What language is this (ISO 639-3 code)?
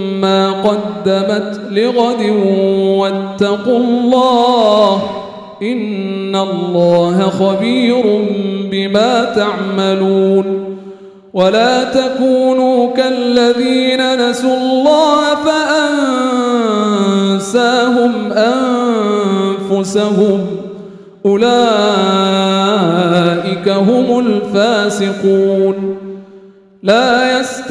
ara